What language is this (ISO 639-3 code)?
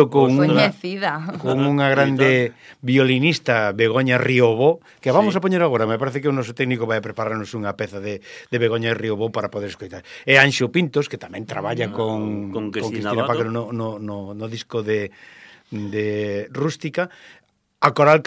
glg